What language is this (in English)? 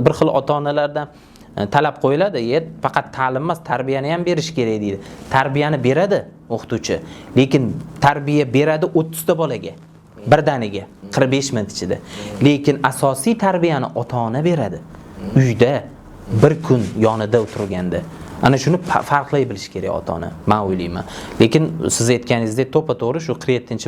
Uzbek